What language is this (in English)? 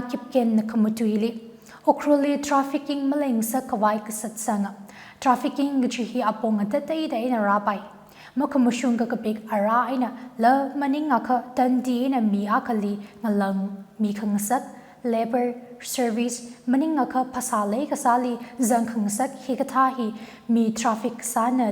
Tangkhul Naga (India)